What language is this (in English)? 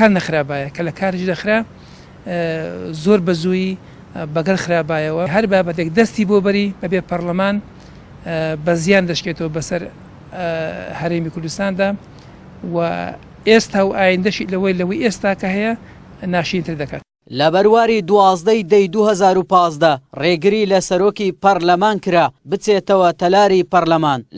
Central Kurdish